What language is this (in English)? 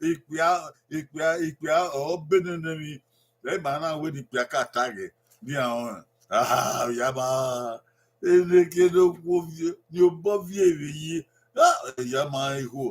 Bini